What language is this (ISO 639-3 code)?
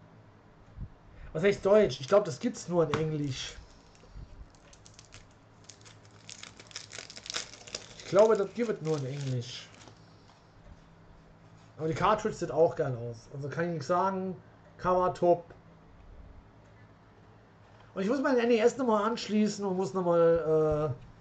deu